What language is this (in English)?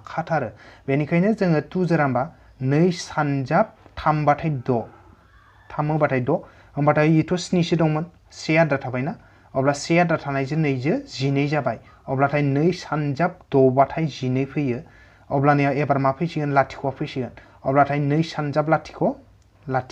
Bodo